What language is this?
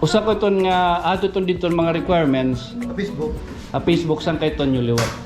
Waray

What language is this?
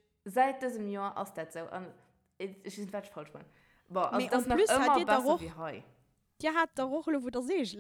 Luxembourgish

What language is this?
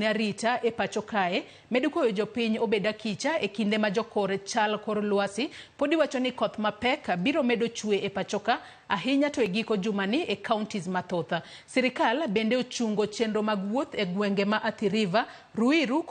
Luo (Kenya and Tanzania)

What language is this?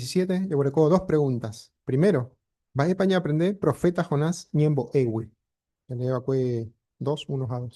Guarani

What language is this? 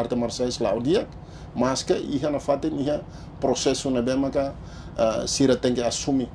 Tetum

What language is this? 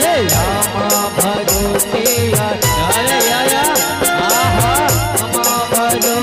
Chhattisgarhi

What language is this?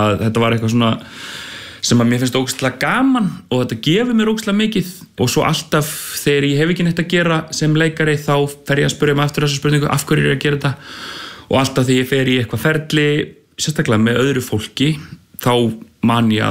Icelandic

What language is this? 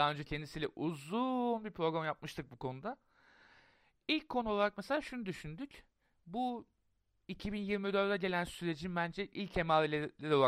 Turkish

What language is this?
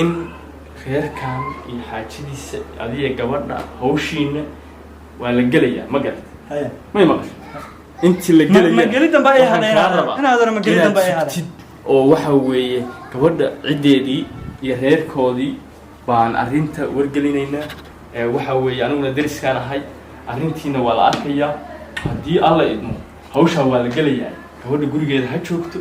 Somali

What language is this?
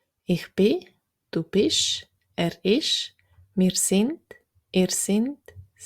Swiss German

